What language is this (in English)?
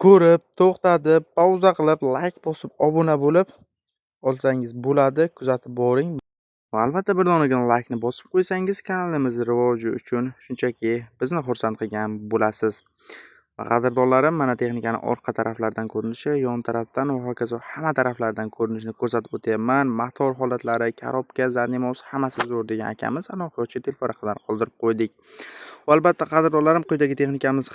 Uzbek